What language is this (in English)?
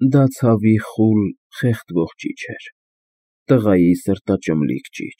Armenian